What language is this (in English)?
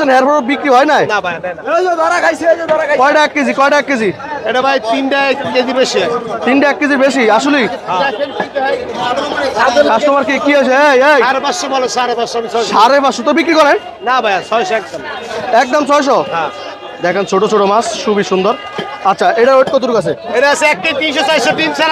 Bangla